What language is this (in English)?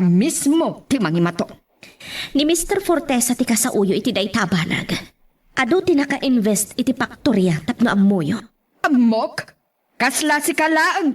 Iloko